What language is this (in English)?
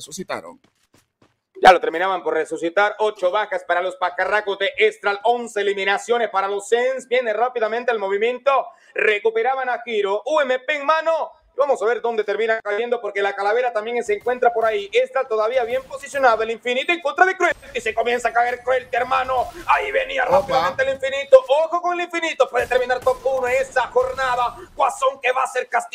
Spanish